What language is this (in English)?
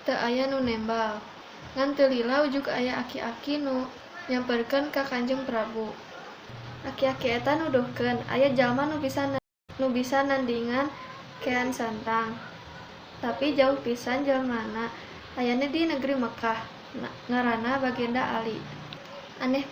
Sundanese